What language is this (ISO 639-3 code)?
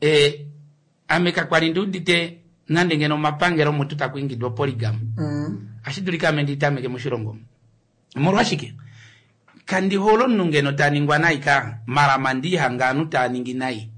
kua